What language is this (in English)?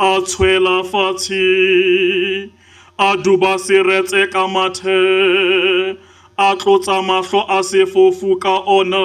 Southern Sotho